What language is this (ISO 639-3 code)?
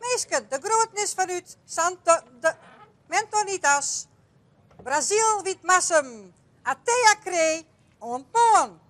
fry